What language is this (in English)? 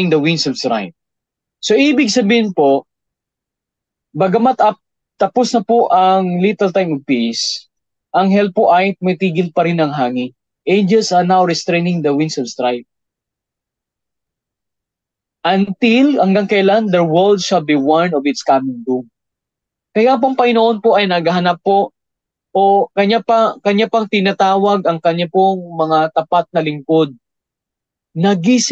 Filipino